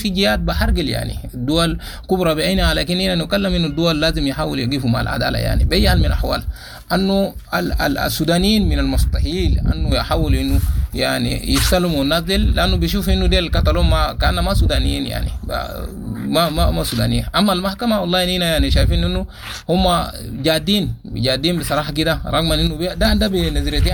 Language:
Sudanese Arabic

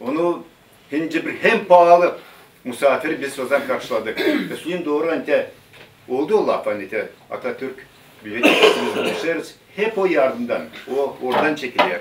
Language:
Gagauz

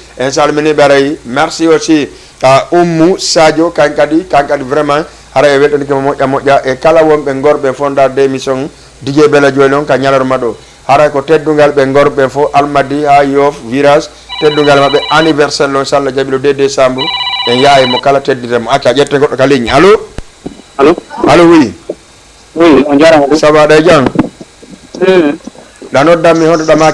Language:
Fula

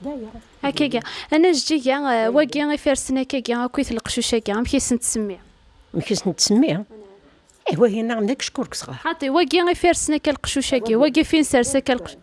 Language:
Kabyle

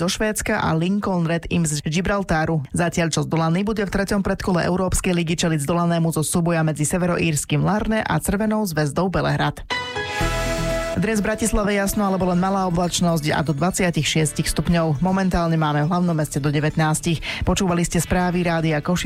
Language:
Slovak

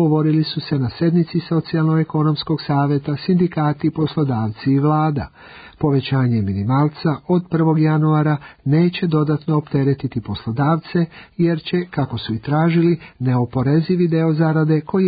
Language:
Serbian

